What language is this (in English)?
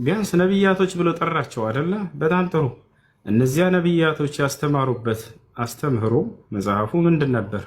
Amharic